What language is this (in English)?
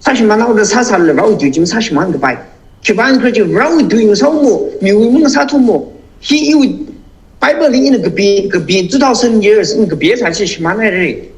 Tangkhul Naga (India)